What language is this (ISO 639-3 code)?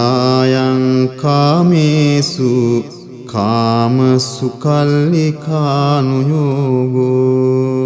pli